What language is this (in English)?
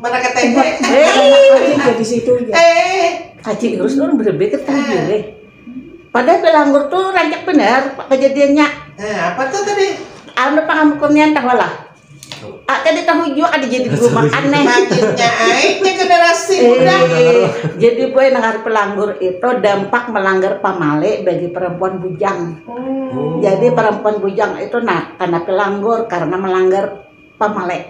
Banjar